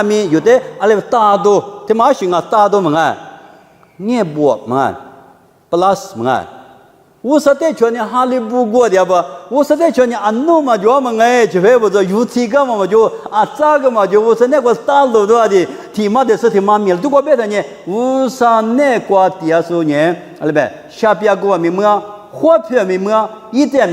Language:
Lisu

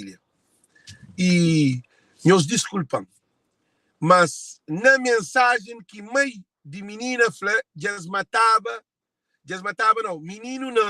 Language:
Kabuverdianu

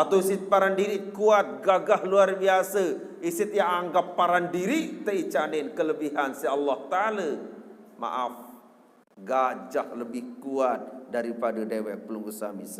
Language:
Sasak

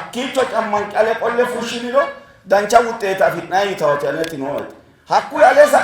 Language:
Sidamo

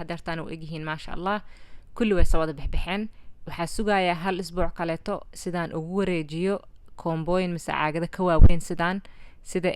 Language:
Somali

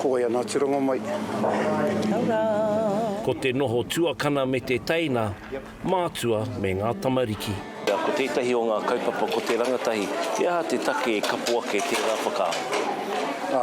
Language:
Māori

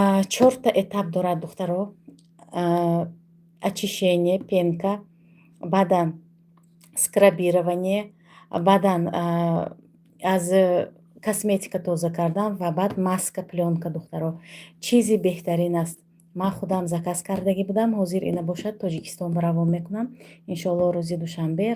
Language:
Tajik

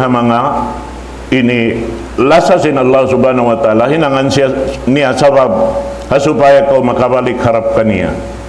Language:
Tausug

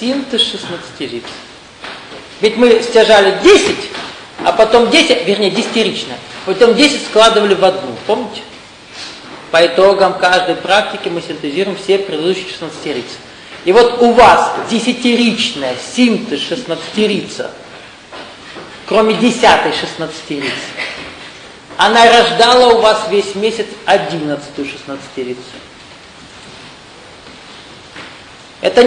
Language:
Russian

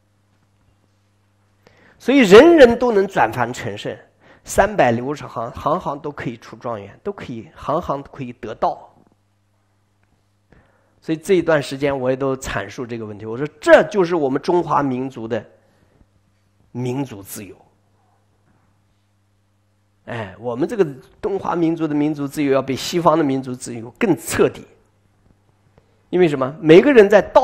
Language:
Chinese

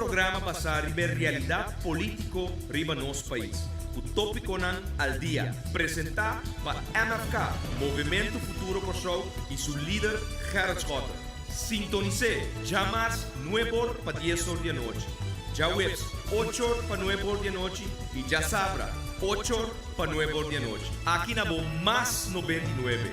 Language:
Papiamento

